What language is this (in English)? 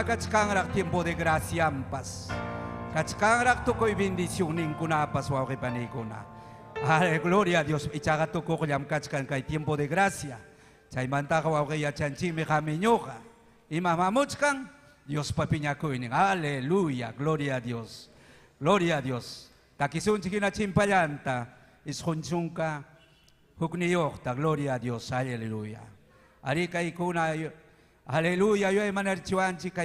Ayacucho Quechua